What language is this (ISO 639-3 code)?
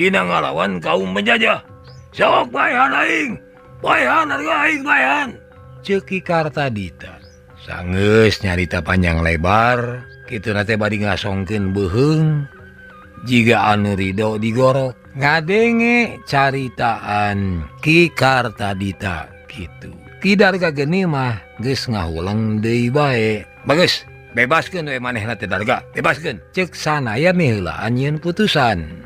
sun